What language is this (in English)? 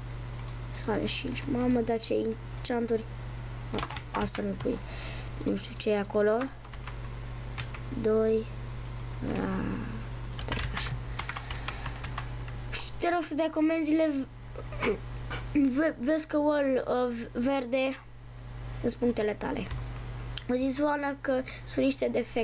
Romanian